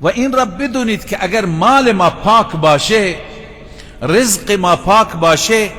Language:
Persian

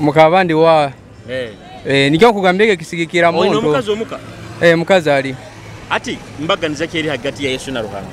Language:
Nyoro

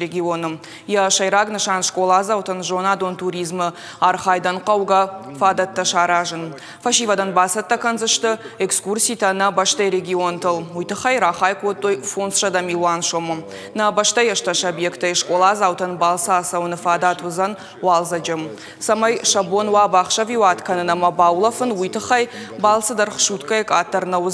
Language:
Ossetic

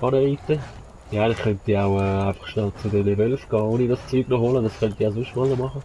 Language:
Swiss German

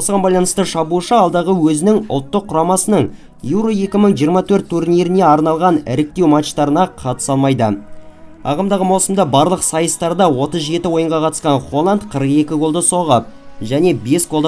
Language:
Kazakh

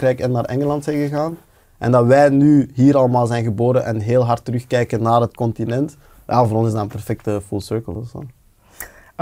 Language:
Dutch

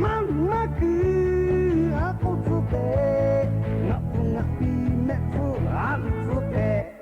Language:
Lahu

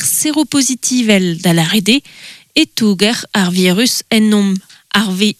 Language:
Breton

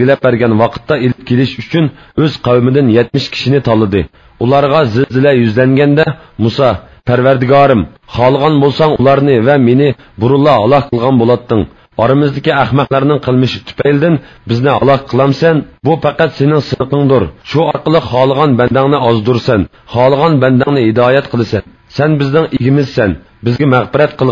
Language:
Uyghur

